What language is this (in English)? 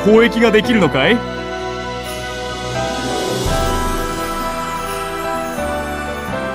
Japanese